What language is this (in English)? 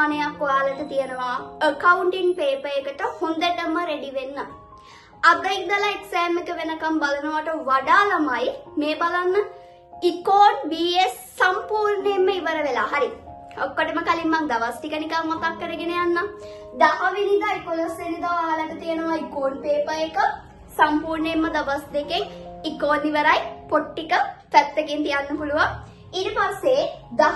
Sinhala